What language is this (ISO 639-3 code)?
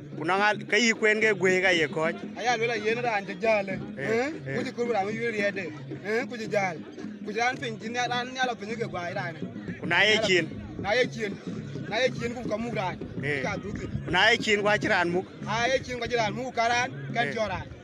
din